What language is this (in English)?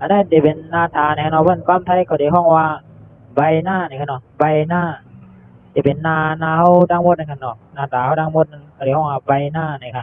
Shan